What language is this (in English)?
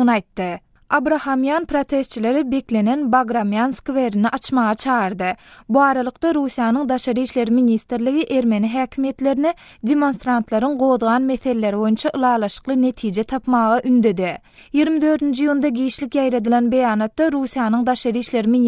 Turkmen